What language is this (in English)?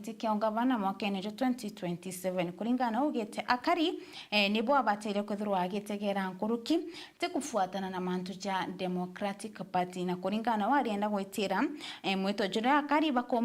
Meru